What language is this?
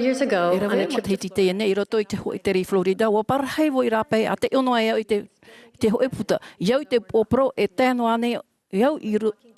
Tahitian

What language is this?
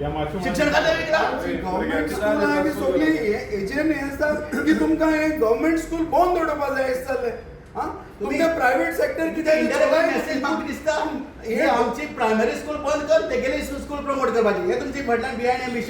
Konkani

